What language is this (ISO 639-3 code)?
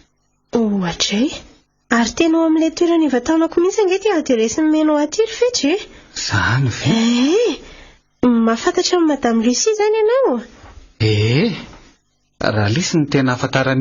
mlg